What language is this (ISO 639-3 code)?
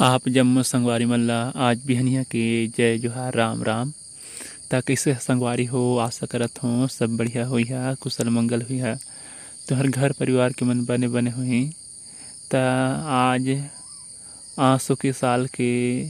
hne